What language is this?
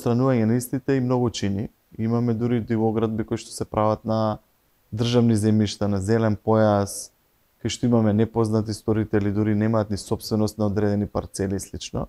Macedonian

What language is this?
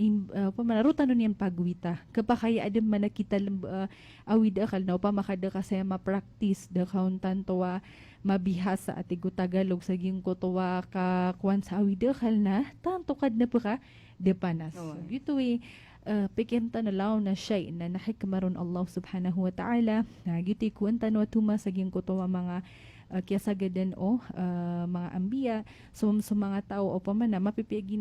Maranao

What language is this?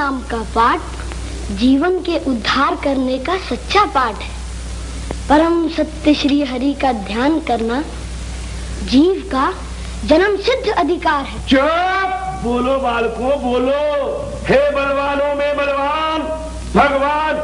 Hindi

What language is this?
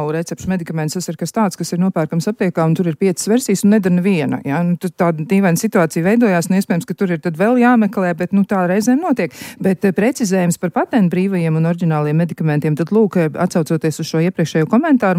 Latvian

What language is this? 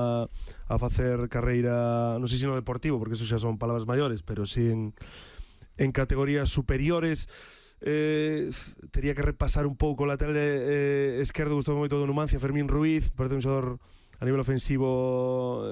Galician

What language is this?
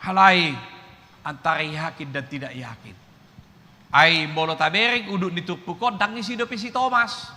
Batak Toba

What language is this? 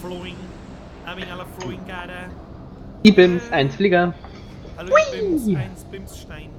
Bavarian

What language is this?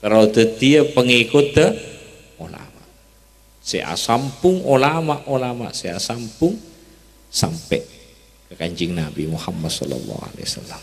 Madurese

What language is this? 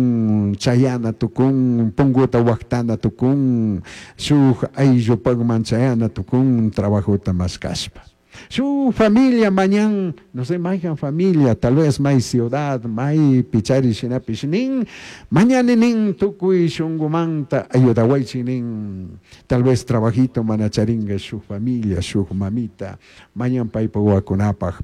Chimborazo Highland Quichua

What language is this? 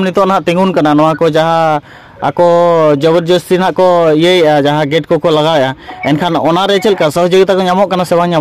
Santali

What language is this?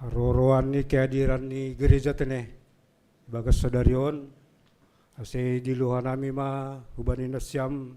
Batak Simalungun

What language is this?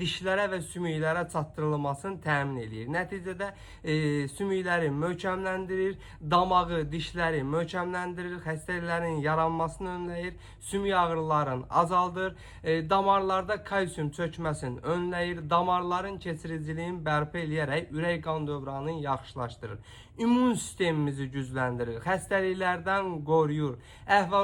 Azerbaijani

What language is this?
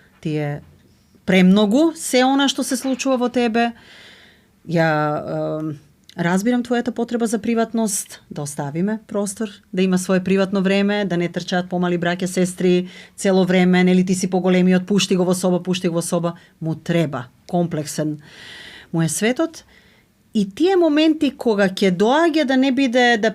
Macedonian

